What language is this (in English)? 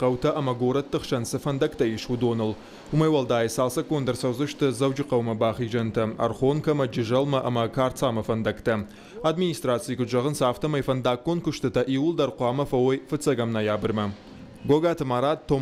Ossetic